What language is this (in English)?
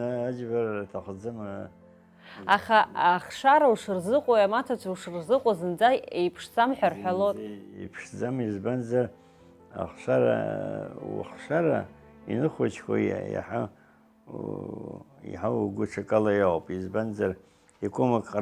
Abkhazian